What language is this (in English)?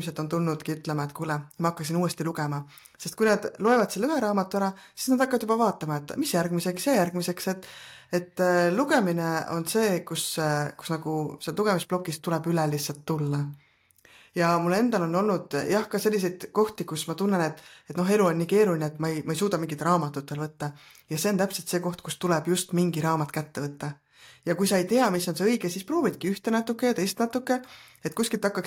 Estonian